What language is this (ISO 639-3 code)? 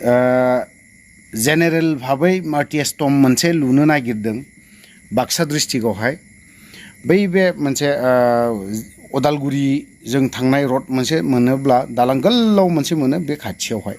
brx